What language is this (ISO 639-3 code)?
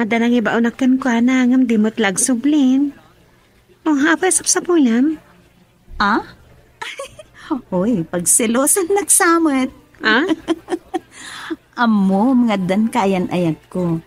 ilo